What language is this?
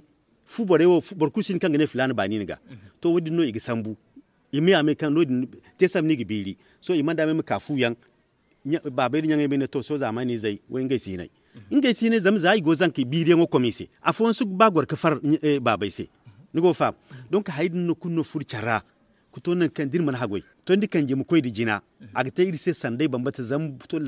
Zarma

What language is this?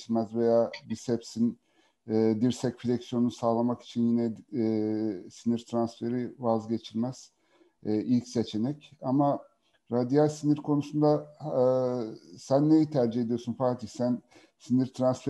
Turkish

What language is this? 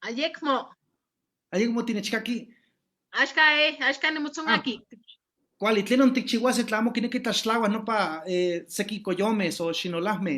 Eastern Huasteca Nahuatl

